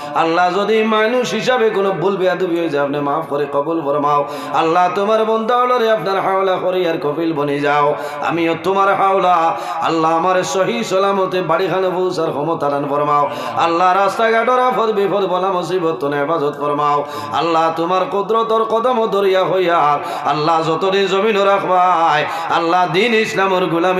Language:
Sylheti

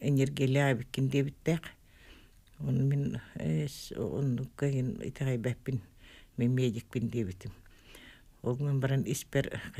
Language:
Yakut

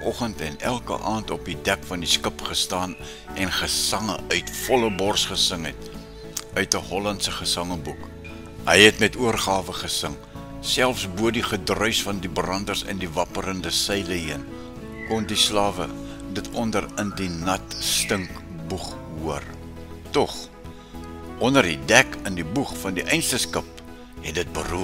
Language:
Afrikaans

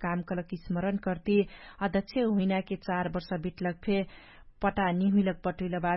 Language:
Dangaura Tharu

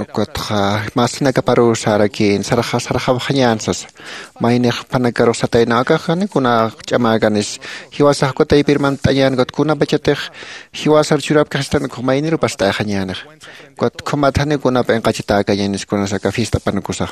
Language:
Aymara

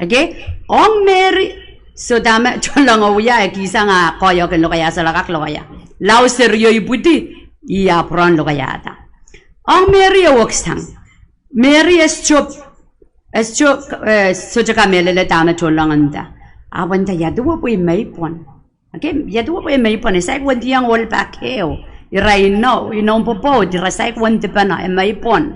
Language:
Pohnpeian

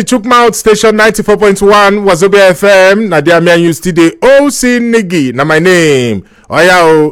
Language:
Nigerian Pidgin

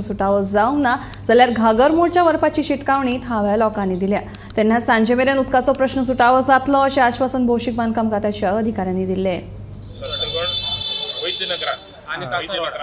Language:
Konkani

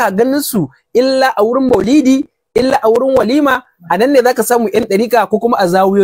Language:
Hausa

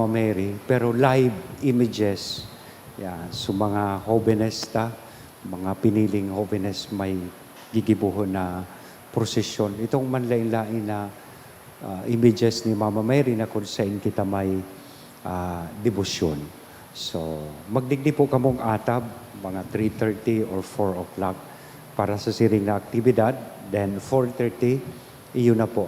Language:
Bikol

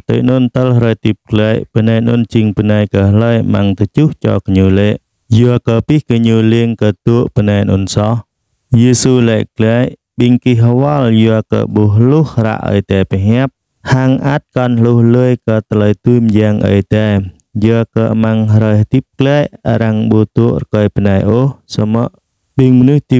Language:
Jarai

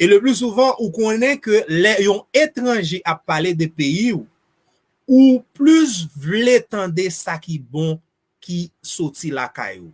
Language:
Haitian Creole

